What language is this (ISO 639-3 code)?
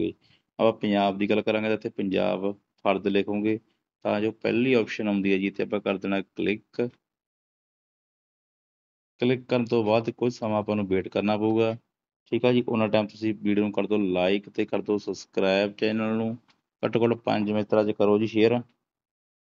pan